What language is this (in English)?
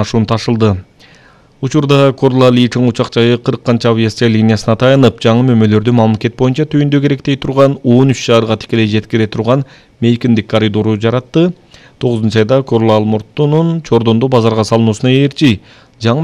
Kyrgyz